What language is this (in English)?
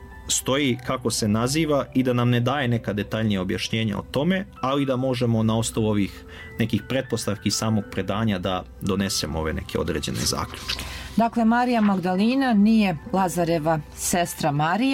Serbian